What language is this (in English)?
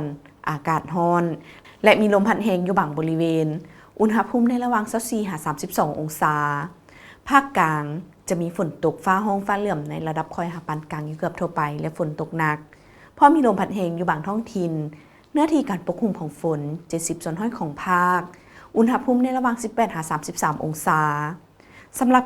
Lao